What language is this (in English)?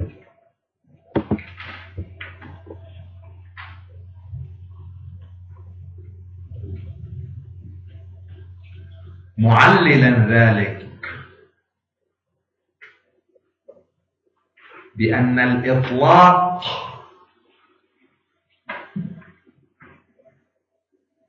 Arabic